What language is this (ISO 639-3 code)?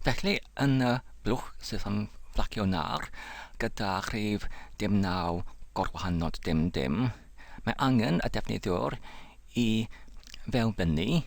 cym